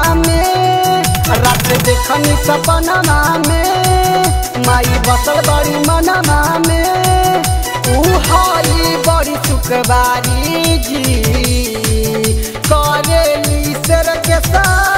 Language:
Bhojpuri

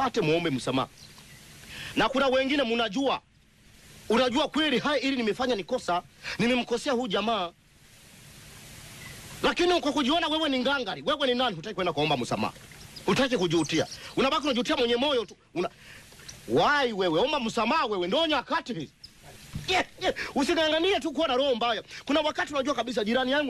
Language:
Swahili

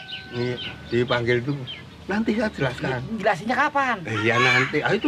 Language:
Betawi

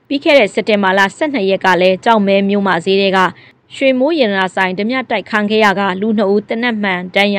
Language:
Burmese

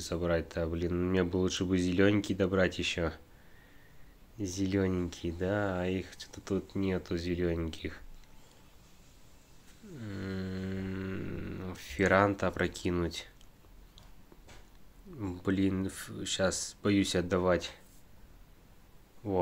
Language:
Russian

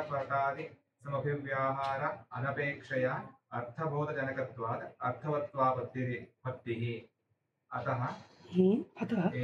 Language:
Sanskrit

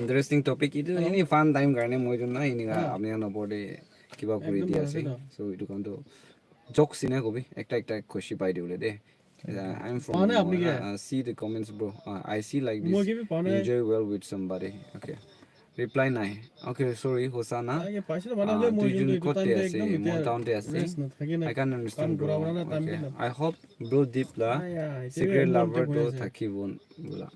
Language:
Naga Pidgin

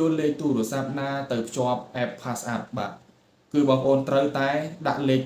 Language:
Khmer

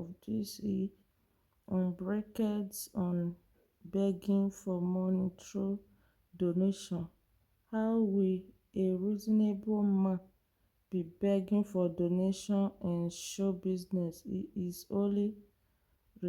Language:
Nigerian Pidgin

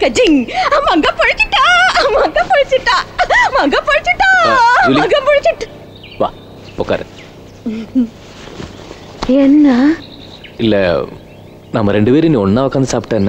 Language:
Tamil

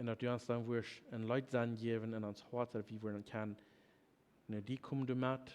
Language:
Plautdietsch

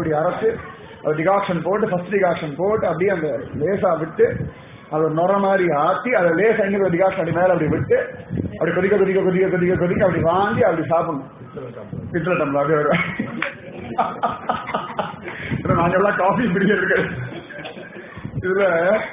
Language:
Tamil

